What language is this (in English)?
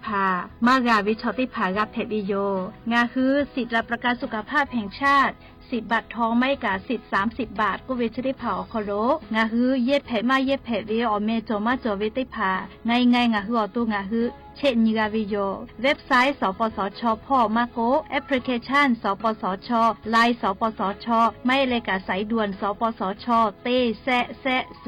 Lahu